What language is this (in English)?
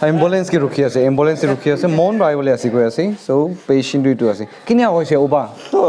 Naga Pidgin